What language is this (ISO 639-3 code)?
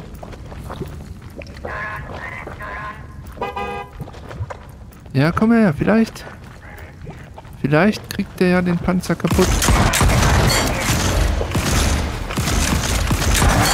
deu